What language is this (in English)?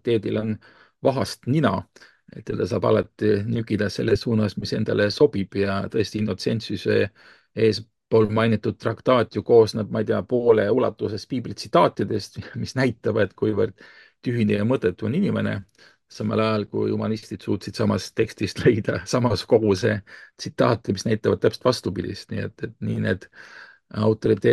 Estonian